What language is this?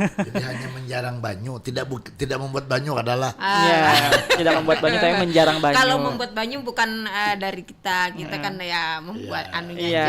Banjar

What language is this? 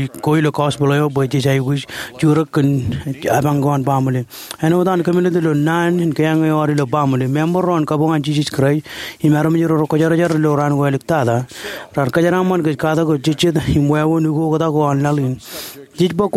Marshallese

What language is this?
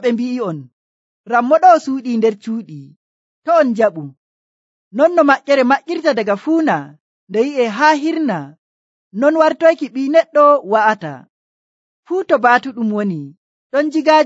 Nigerian Fulfulde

